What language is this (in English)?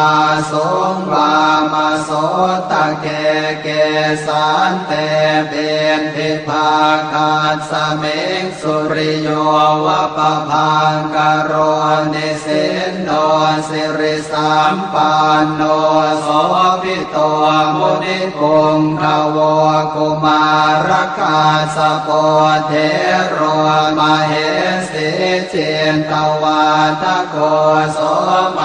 Pali